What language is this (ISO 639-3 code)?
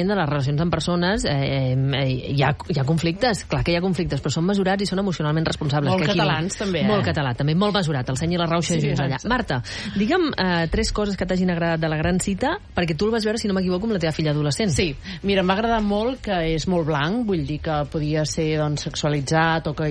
cat